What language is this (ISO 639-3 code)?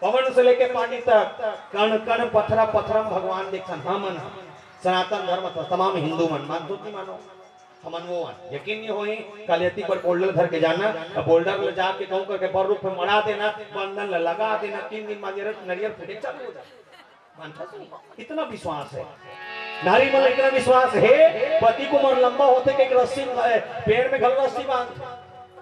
hne